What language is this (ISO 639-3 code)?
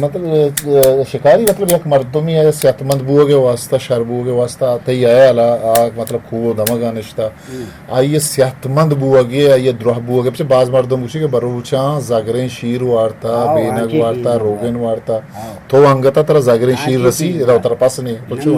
bgp